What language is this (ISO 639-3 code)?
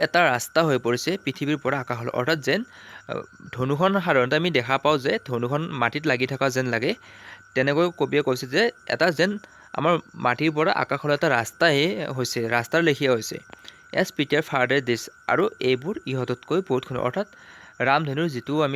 asm